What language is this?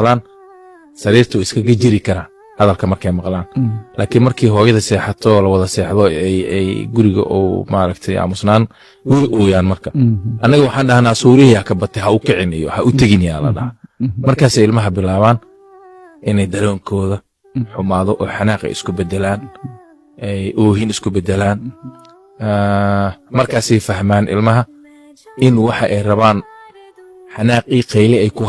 Somali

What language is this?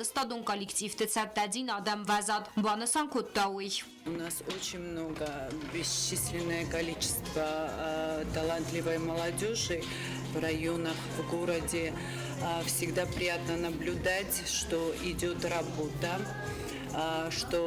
Ossetic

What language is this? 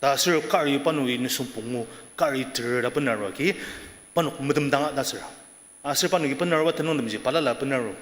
Ao Naga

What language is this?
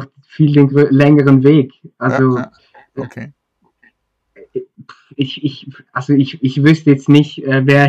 German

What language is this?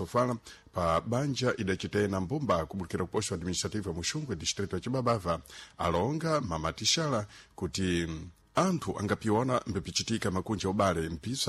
Sena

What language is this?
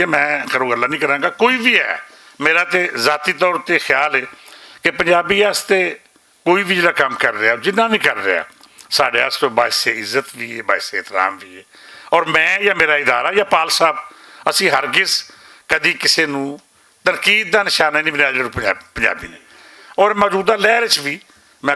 Western Panjabi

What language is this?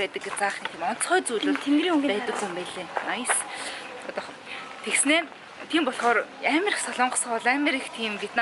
Mongolian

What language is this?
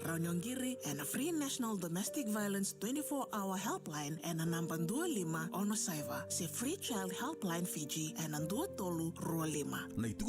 Fijian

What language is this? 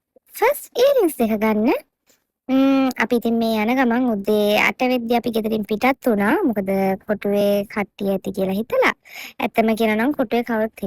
Sinhala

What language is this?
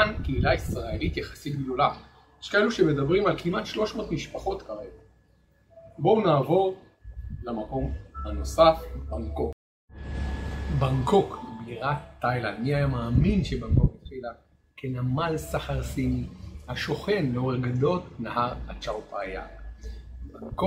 Hebrew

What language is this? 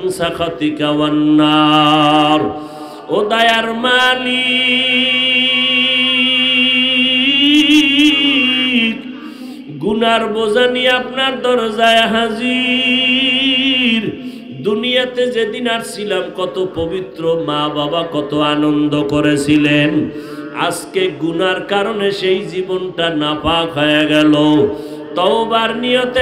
Bangla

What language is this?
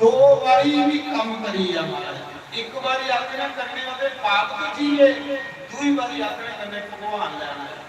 Dogri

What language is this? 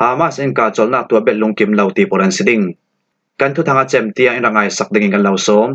Falam Chin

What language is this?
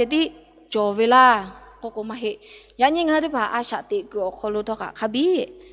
Lahu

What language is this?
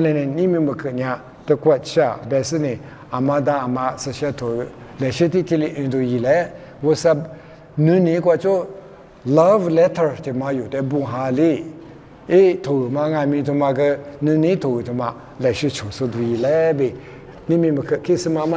Lisu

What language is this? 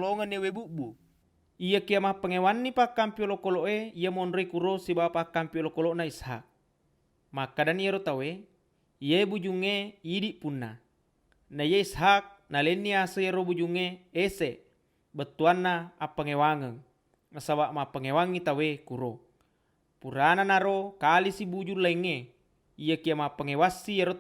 Buginese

